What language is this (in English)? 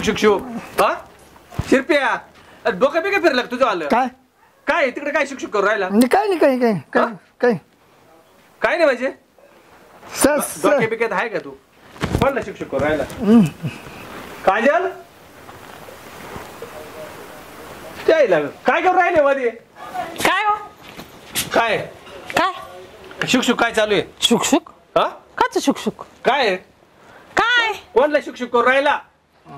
Marathi